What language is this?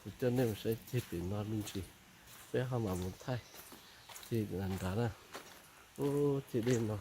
Hmong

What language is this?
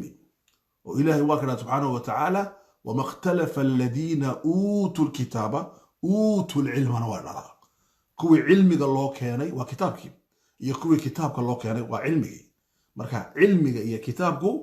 Somali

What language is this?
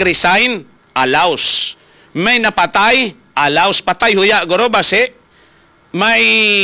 Hiligaynon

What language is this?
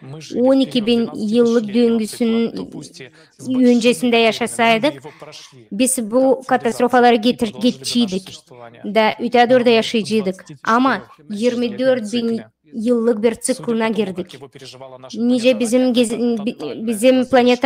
Gagauz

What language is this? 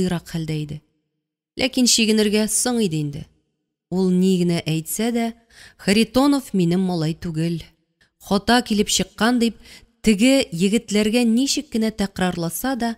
Tatar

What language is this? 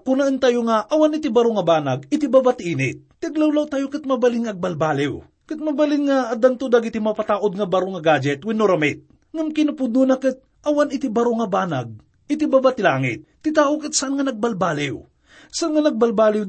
Iloko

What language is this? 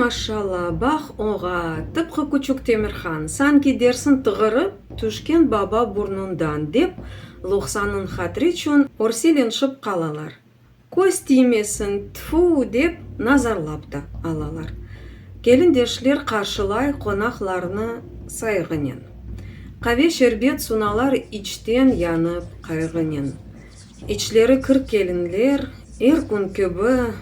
Crimean Tatar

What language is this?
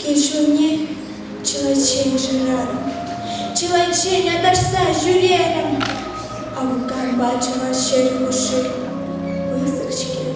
Chuvash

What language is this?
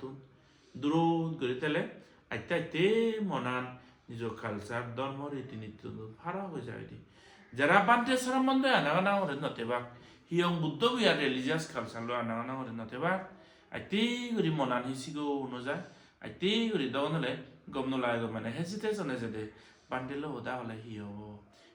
Chakma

